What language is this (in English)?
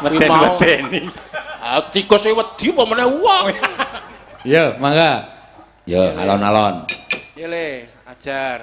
Javanese